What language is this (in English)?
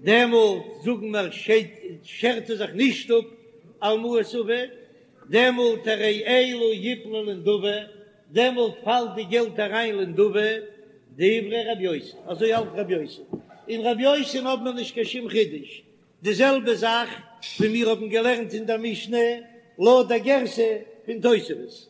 Yiddish